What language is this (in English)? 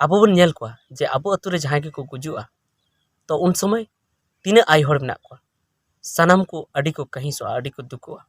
Santali